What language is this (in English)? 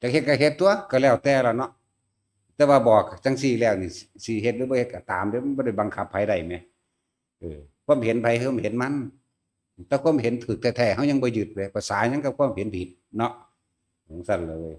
Northeastern Thai